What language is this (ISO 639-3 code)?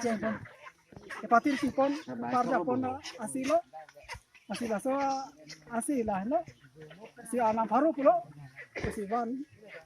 mjw